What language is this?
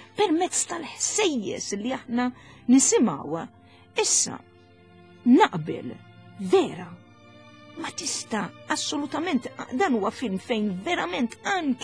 Maltese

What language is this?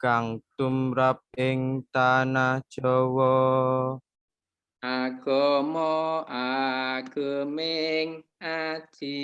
Javanese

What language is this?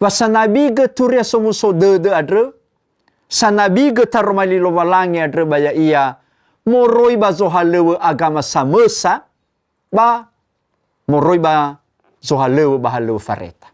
Nias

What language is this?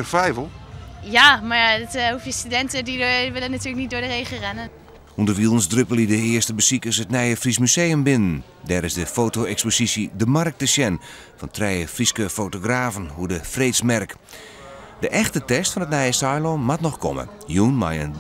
Western Frisian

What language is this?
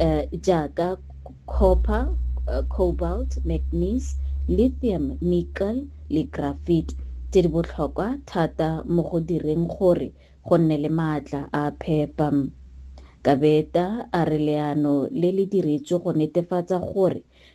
Tswana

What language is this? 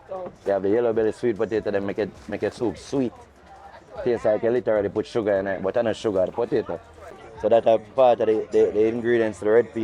Jamaican Creole English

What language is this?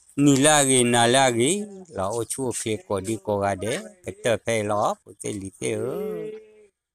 S'gaw Karen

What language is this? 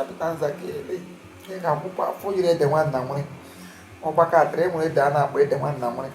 Igbo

